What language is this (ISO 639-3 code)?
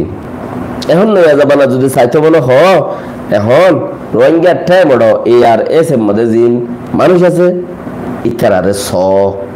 rhg